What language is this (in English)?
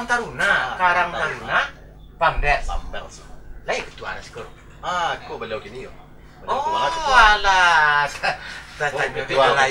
Minangkabau